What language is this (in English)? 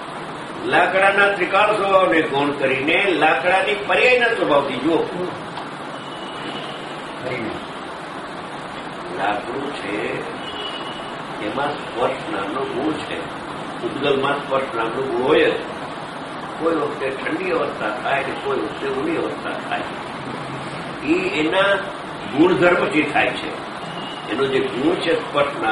Gujarati